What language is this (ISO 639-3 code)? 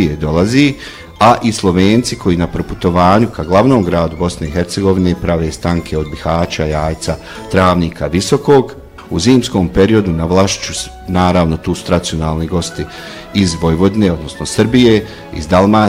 bos